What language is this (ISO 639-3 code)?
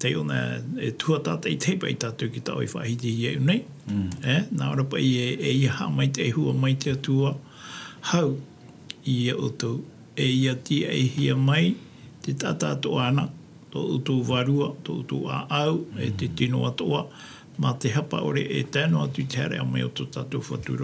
tah